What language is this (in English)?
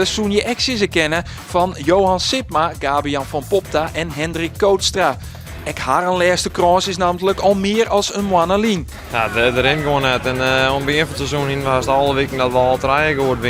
Western Frisian